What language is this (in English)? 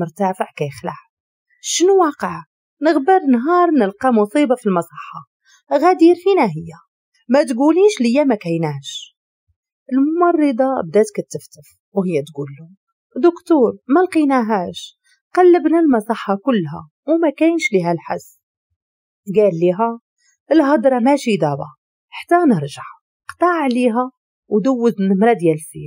Moroccan Arabic